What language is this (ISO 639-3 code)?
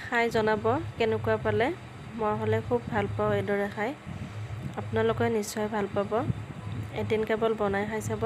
asm